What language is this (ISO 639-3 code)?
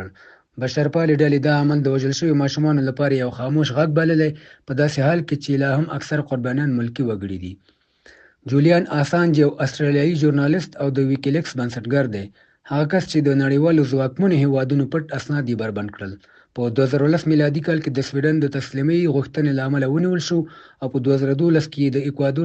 pus